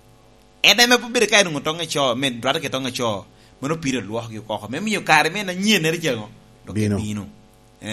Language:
Lango (Uganda)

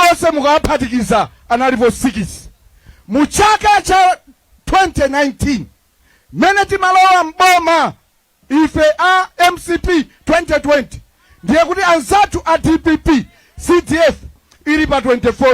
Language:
Nyanja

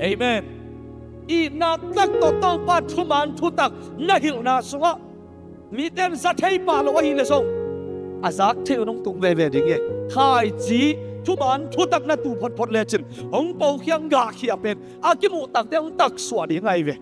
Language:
Tedim Chin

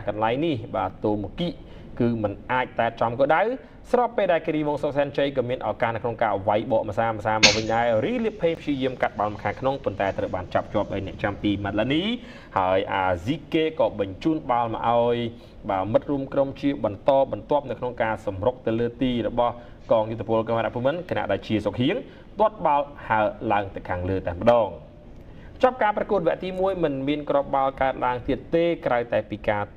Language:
Khmer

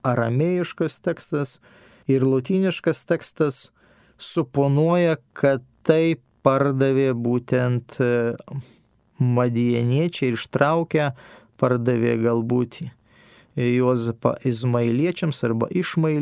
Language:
Lithuanian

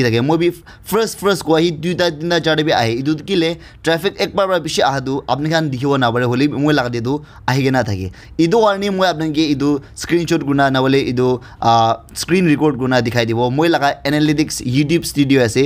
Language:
Naga Pidgin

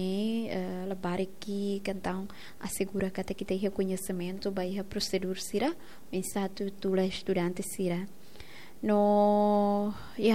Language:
Tetum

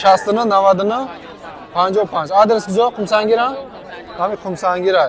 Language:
Tajik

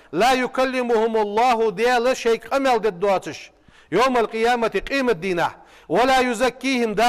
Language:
Ingush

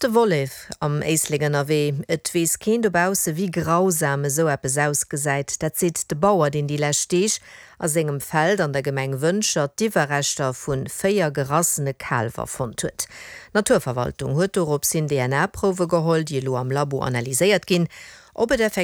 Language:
Luxembourgish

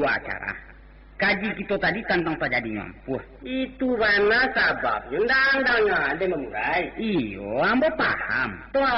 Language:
Minangkabau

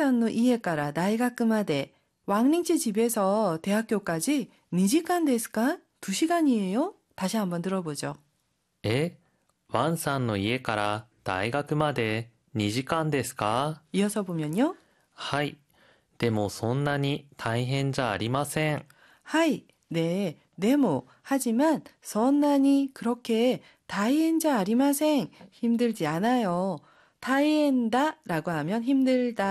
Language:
Korean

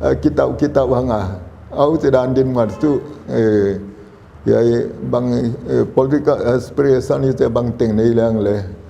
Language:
Paite Chin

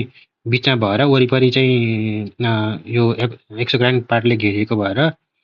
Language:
Nepali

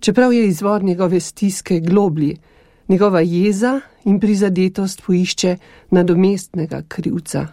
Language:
Slovenian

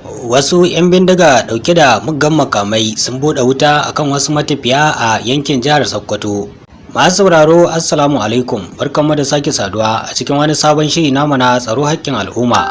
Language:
Hausa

